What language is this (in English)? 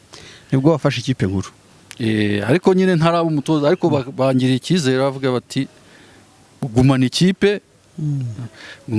Kinyarwanda